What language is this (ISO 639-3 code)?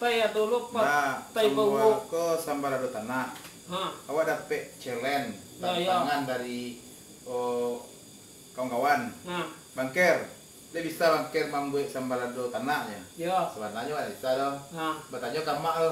min